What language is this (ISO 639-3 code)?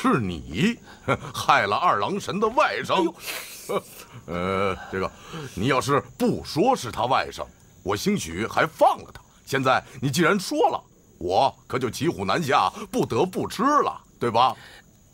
zho